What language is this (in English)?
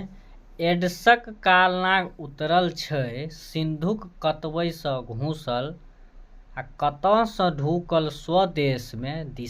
Maithili